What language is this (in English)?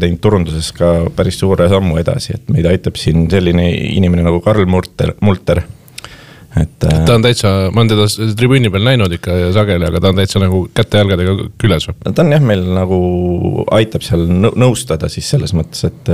Estonian